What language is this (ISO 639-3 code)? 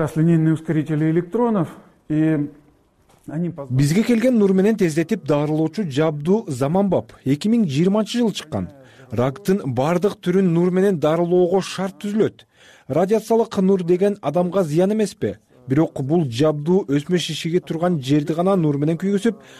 kir